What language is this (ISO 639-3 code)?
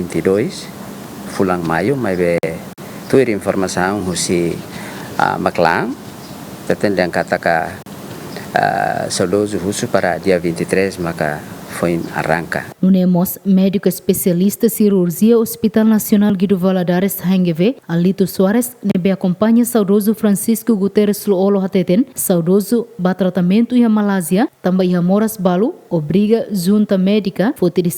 tet